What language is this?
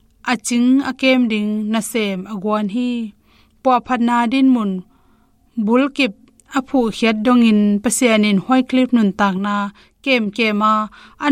Tedim Chin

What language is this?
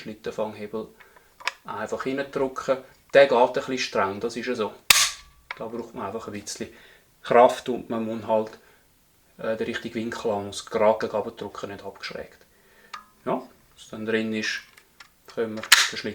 Swiss German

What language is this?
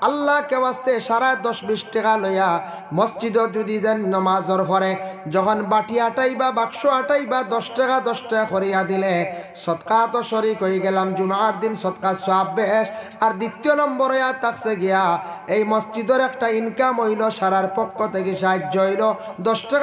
Sylheti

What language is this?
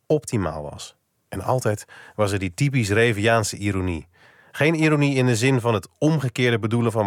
Dutch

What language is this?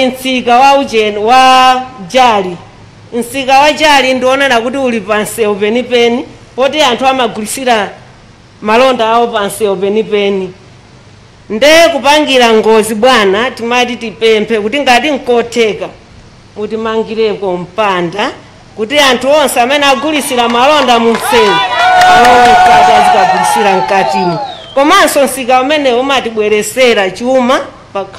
Nyanja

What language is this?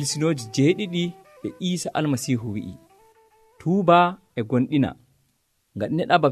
Nigerian Fulfulde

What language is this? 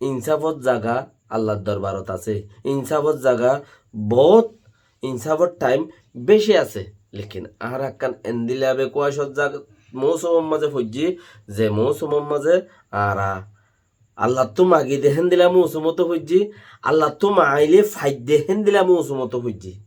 Rohingya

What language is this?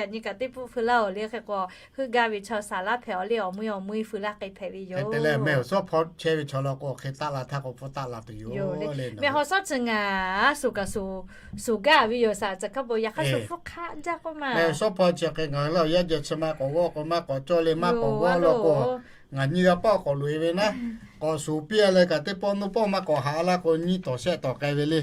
Lahu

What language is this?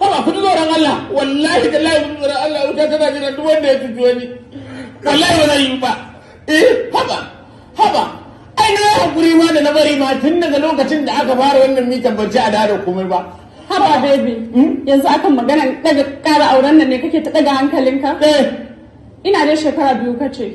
Hausa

